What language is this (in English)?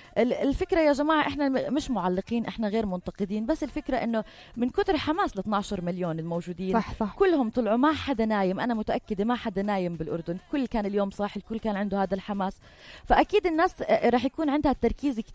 North Levantine Arabic